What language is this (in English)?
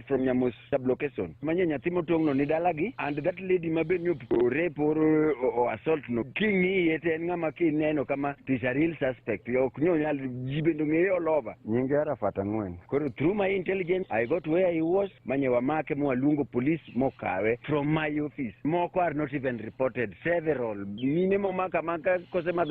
Luo (Kenya and Tanzania)